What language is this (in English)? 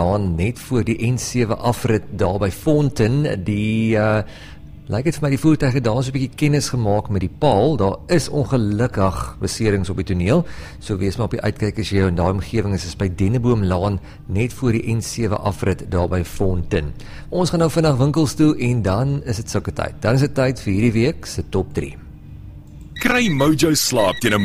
Afrikaans